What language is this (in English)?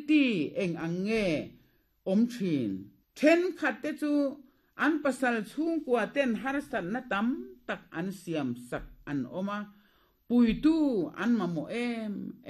Mizo